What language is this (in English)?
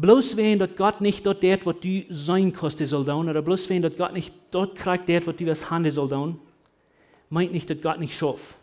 Plautdietsch